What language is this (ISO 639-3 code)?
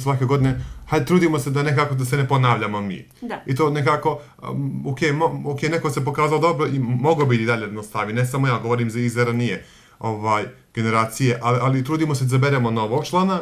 bos